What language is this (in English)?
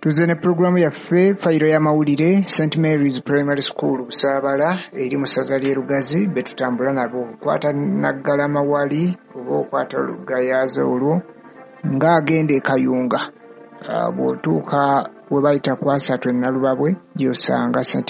Ganda